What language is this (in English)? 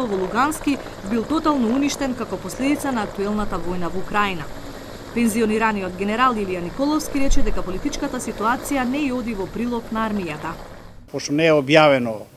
Macedonian